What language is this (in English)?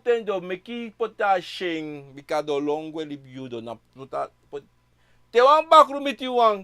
Sranan Tongo